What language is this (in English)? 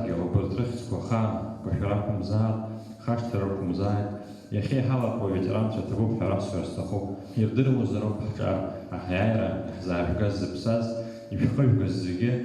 Abkhazian